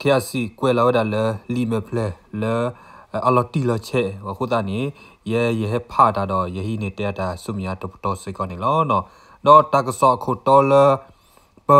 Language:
S'gaw Karen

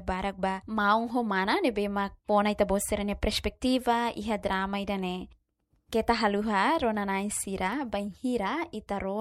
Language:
Tetum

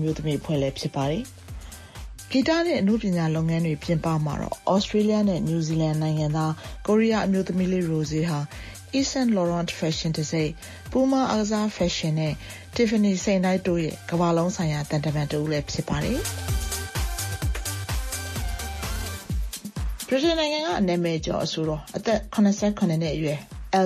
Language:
Burmese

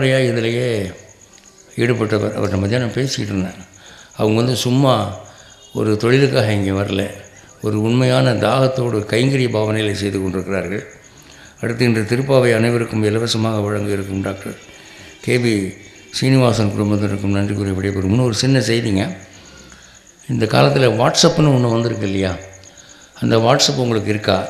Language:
Tamil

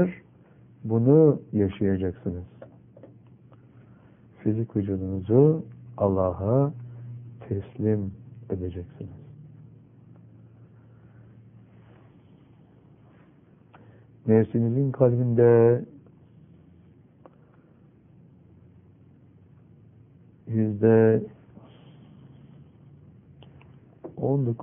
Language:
Turkish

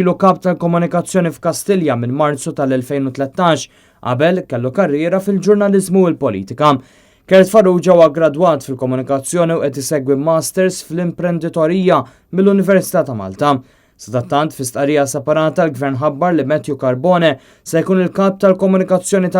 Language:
Maltese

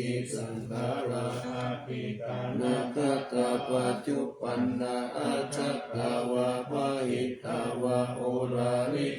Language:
Pali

